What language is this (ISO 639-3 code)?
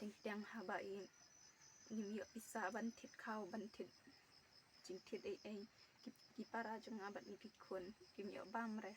kha